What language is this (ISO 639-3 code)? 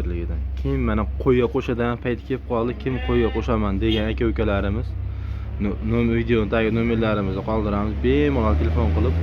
uzb